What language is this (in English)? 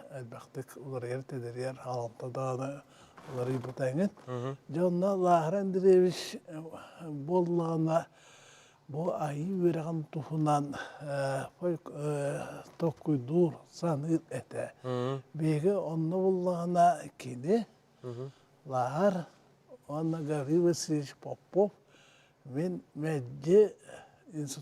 Yakut